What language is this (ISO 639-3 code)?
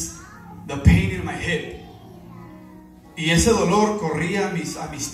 spa